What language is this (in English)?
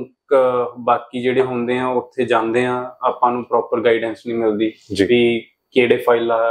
Punjabi